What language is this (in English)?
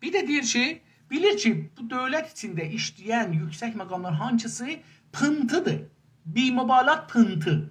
South Azerbaijani